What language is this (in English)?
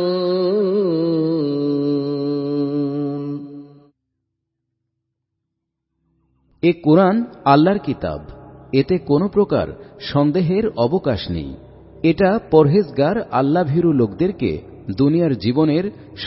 Bangla